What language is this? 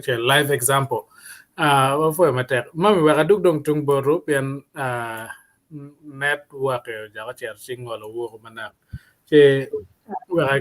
Acoli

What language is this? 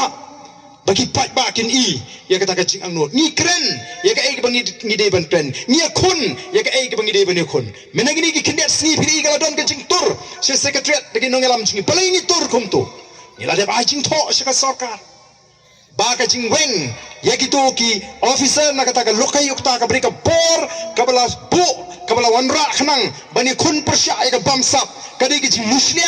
Khasi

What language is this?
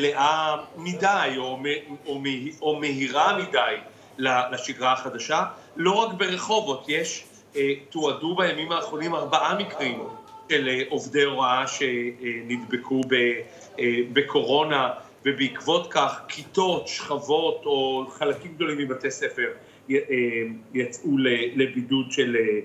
Hebrew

